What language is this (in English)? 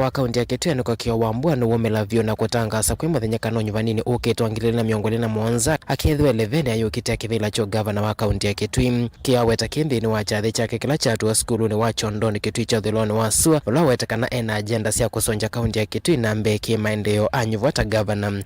Kamba